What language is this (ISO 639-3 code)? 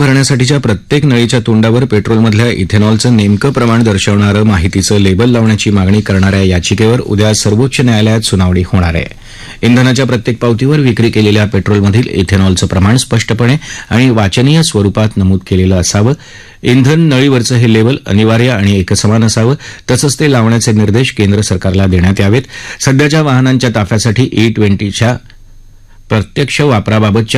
mar